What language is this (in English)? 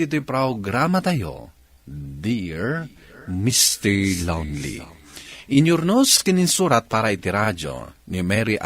Iloko